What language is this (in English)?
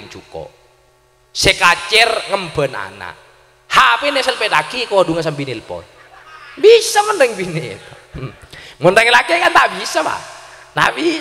Madurese